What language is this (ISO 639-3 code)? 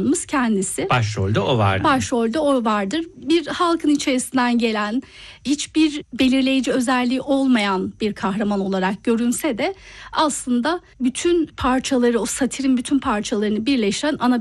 tur